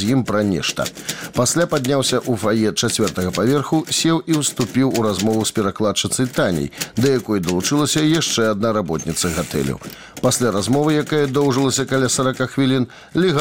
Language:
Belarusian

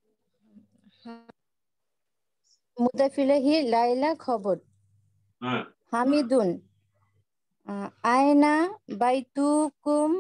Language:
Bangla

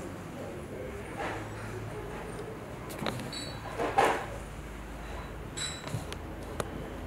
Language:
Kinyarwanda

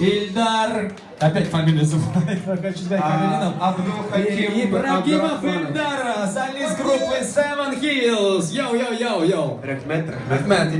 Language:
Tatar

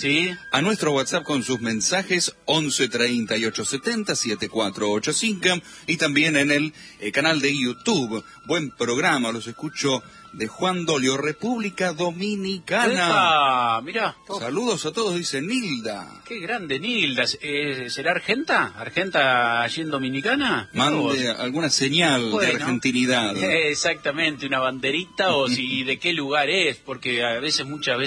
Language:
Spanish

